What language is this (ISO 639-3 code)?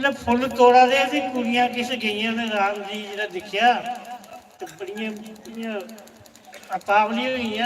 doi